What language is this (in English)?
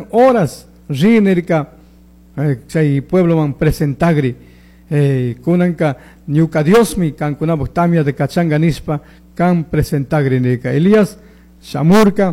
Chimborazo Highland Quichua